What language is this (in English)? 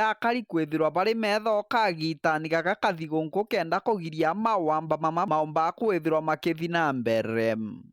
Meru